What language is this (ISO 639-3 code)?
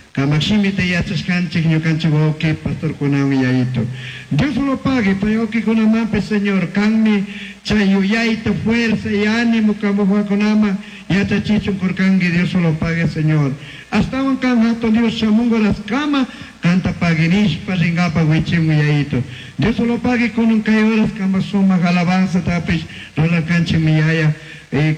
qug